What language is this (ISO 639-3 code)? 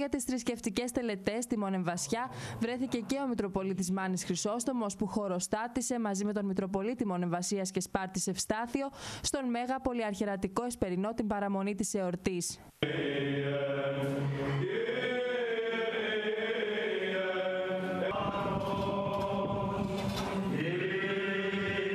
ell